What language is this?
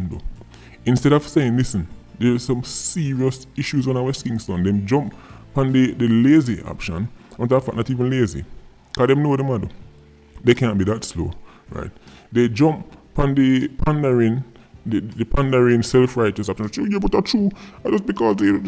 Jamaican Creole English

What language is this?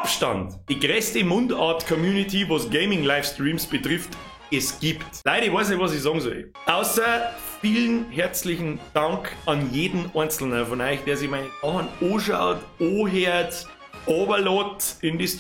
Bavarian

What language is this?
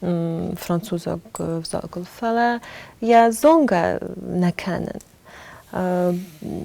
Ossetic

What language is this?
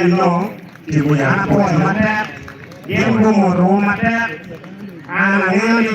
Acoli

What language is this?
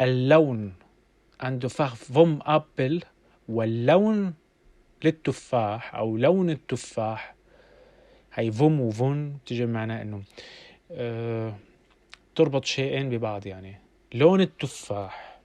North Levantine Arabic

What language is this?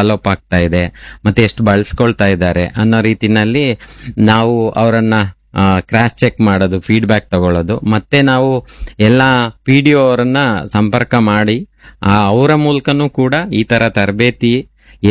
Kannada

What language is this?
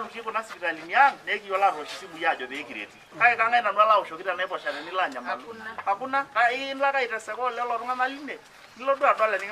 Masai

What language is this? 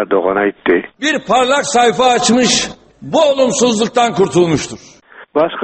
Turkmen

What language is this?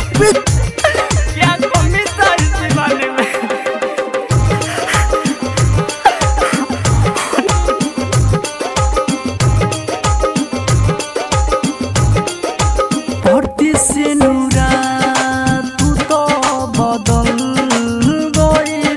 Bhojpuri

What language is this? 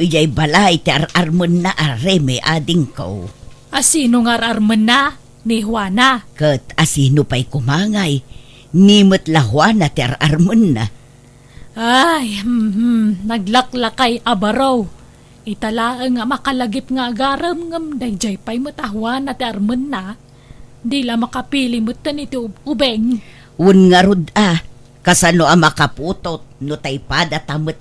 Iloko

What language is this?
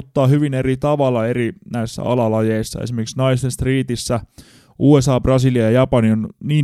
Finnish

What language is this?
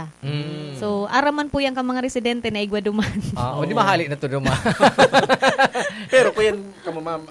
Bikol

